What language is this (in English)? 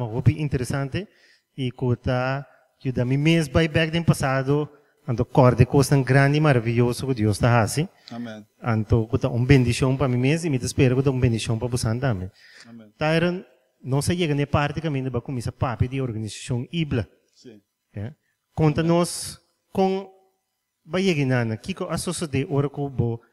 Papiamento